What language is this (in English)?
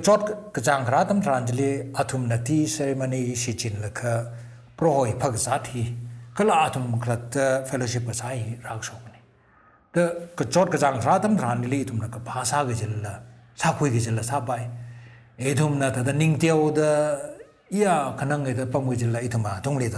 Tangkhul Naga (India)